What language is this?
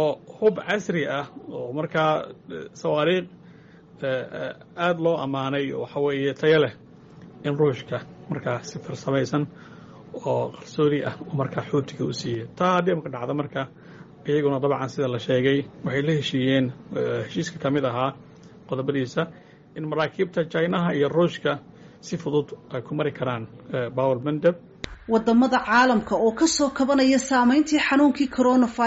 Somali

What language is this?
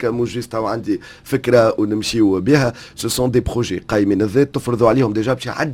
Tunisian Arabic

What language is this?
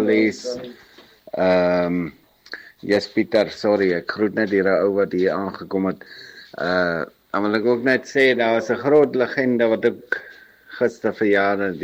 Afrikaans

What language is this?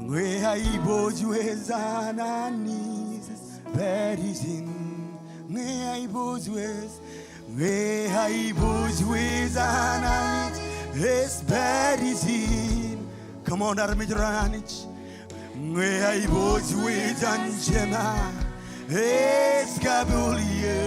Marshallese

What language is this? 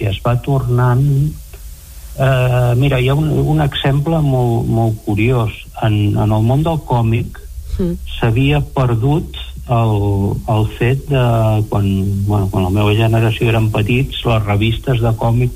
Catalan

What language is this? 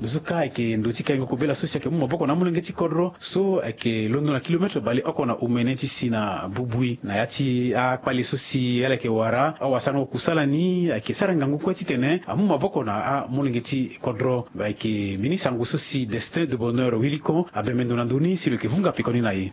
Sango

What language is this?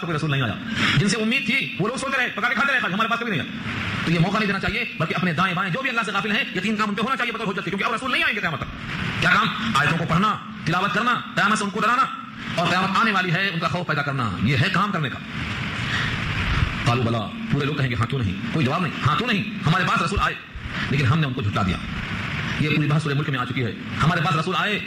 Urdu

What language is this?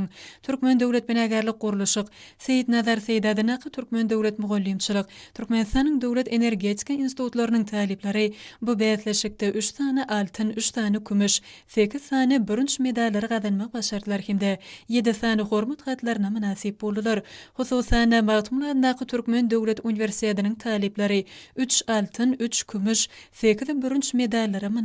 Turkmen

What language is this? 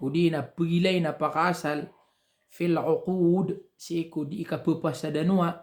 Maranao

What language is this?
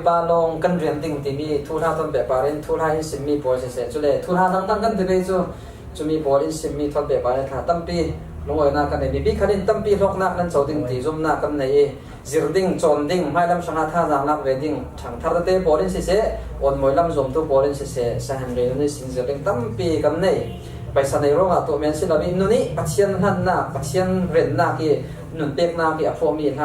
Falam Chin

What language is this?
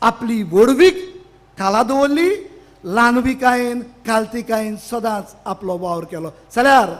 Konkani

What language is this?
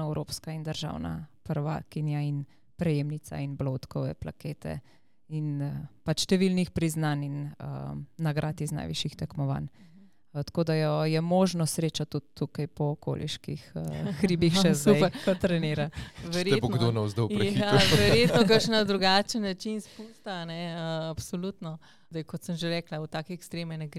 Slovenian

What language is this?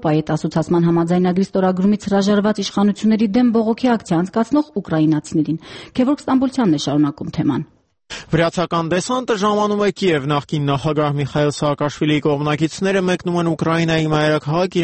Armenian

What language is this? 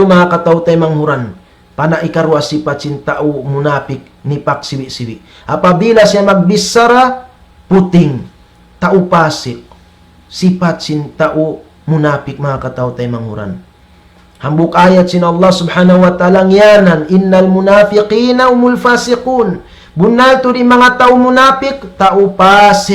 Tausug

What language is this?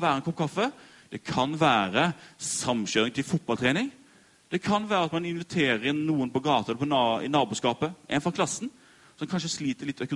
Norwegian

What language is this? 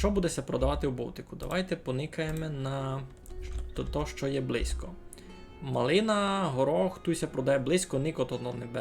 Rusyn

